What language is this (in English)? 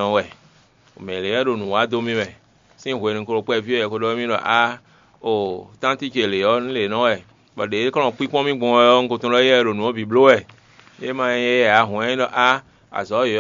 Fon